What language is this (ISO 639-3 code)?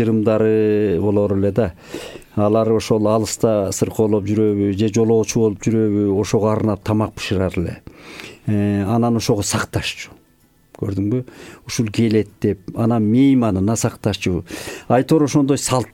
kir